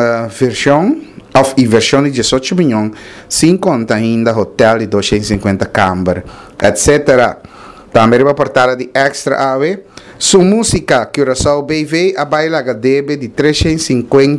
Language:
Papiamento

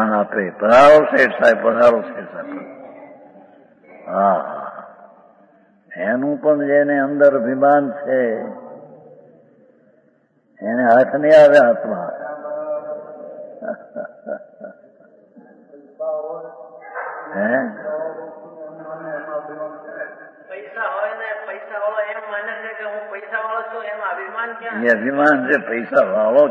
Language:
Gujarati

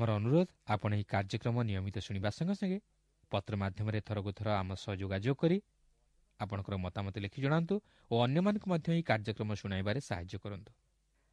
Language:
Odia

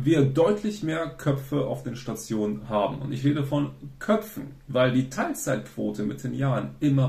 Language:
German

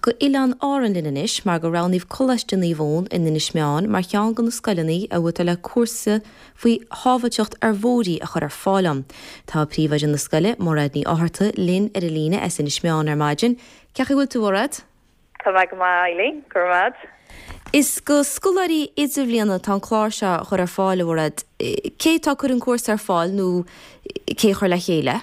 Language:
Irish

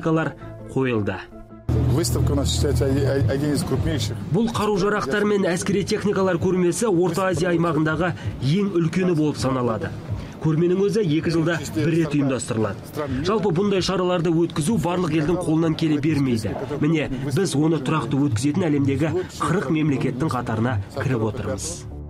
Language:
Kazakh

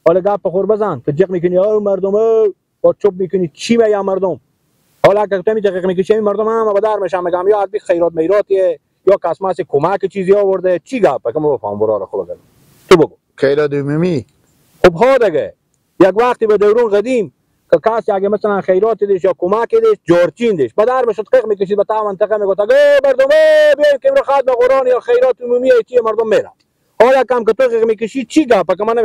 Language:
Hazaragi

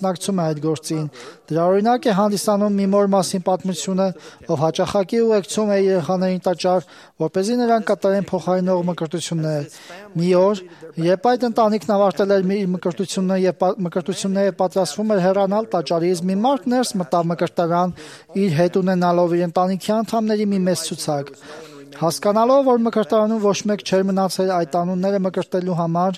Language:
Armenian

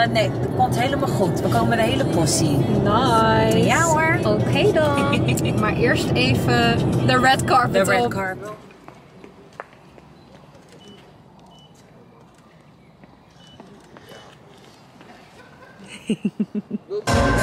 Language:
Dutch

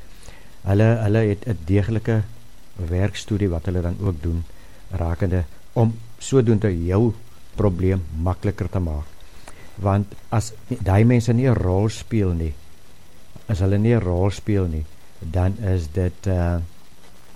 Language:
Afrikaans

